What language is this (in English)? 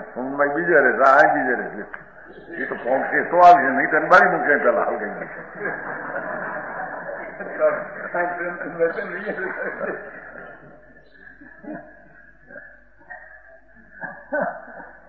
Gujarati